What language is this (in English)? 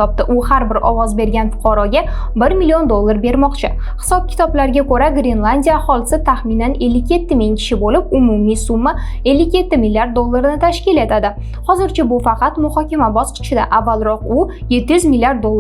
Uzbek